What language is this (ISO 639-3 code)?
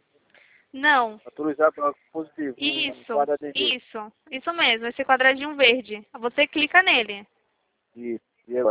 por